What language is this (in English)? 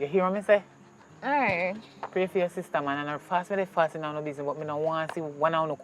Jamaican Creole English